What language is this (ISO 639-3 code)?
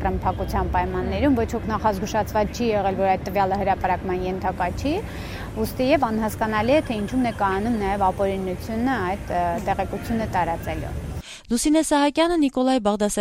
hye